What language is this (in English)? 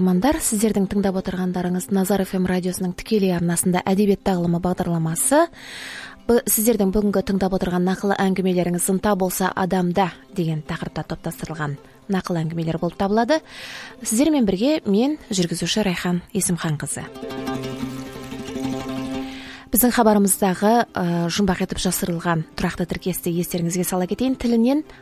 Kazakh